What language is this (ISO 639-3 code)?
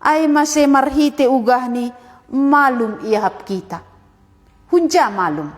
bts